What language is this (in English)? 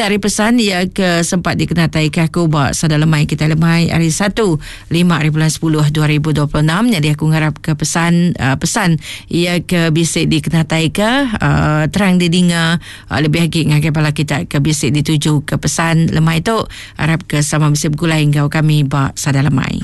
Iban